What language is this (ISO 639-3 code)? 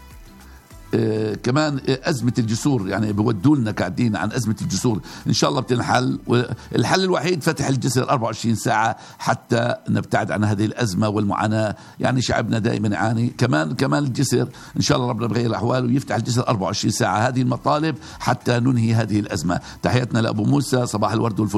ajp